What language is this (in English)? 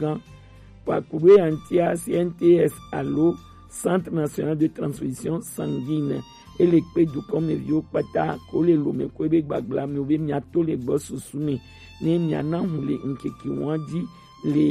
Gen